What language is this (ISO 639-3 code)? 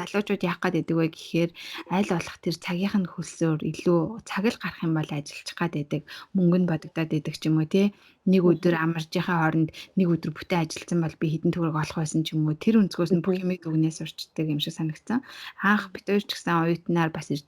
mon